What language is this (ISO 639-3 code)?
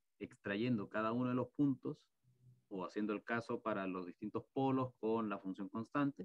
spa